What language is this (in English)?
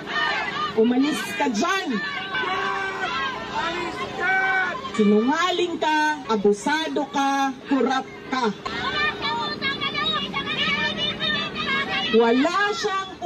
Filipino